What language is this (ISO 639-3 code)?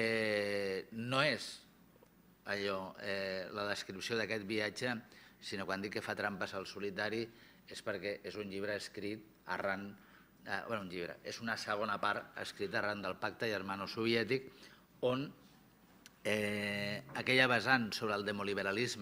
cat